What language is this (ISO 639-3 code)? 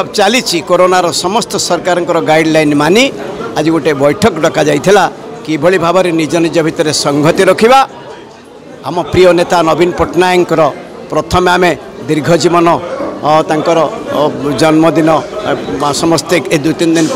ori